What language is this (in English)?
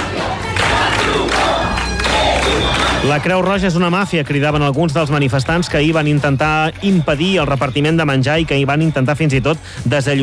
Catalan